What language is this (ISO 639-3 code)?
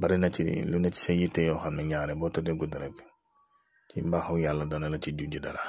wol